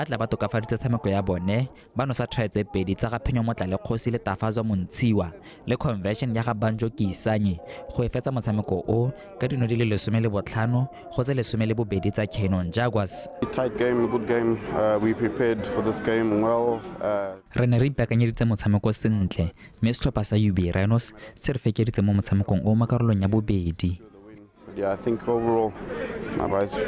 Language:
Tswana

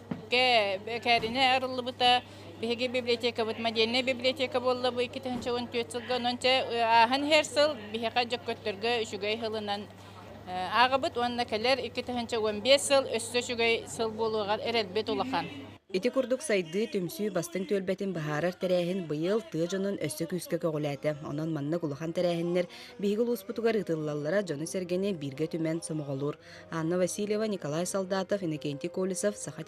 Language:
Yakut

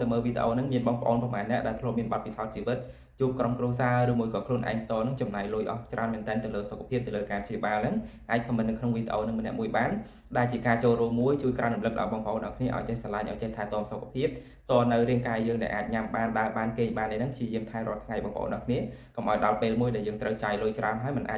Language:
Khmer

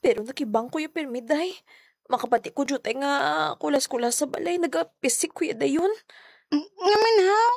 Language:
Hiligaynon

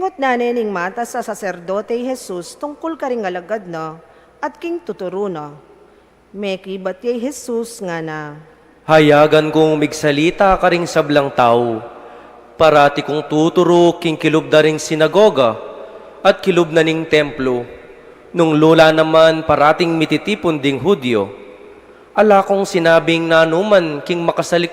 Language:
Pampanga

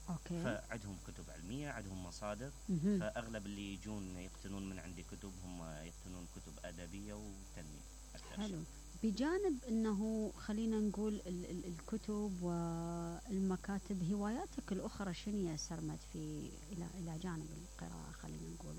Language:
Mesopotamian Arabic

